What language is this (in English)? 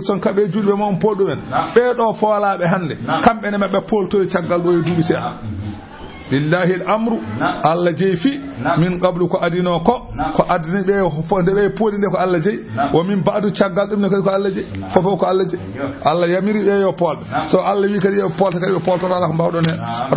Fula